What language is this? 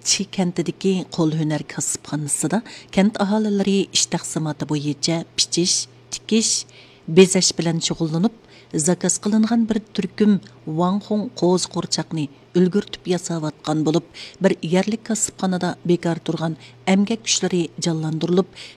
Uyghur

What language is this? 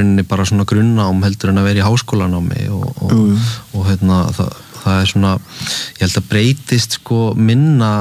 Icelandic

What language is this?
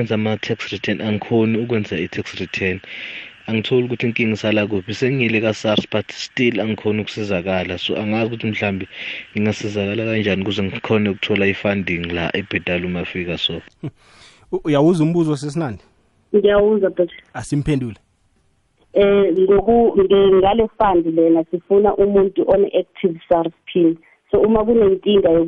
South Ndebele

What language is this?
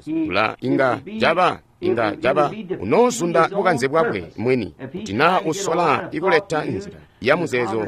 Tonga (Zambia)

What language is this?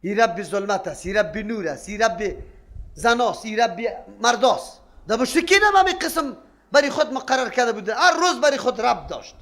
Persian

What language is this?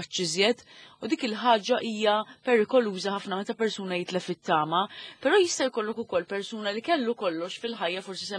Maltese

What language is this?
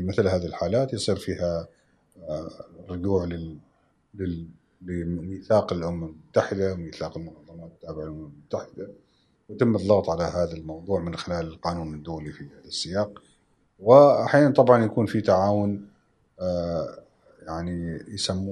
Gulf Arabic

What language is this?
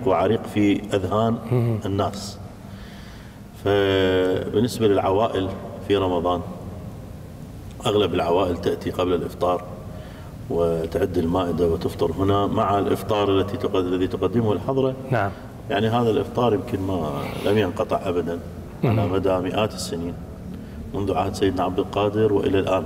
Mesopotamian Arabic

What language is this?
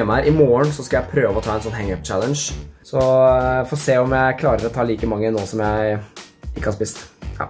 Norwegian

